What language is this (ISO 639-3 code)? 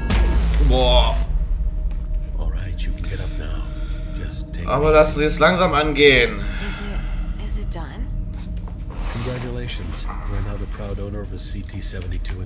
deu